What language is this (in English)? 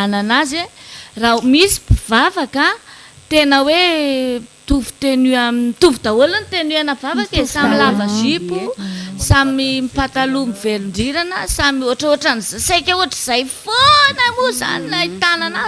Malagasy